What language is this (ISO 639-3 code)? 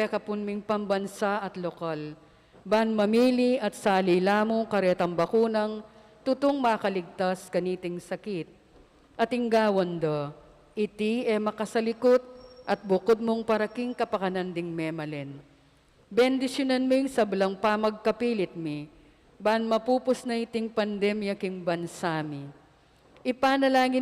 pam